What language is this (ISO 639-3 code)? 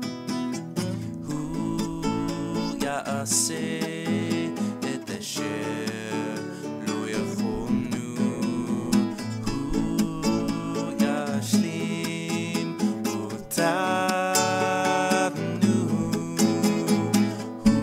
heb